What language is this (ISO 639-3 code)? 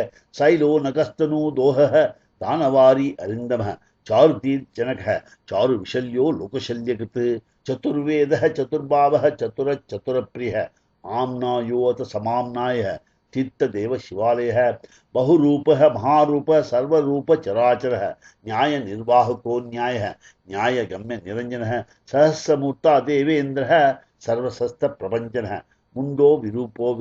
san